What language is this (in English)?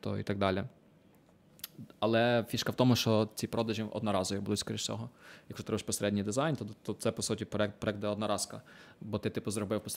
Ukrainian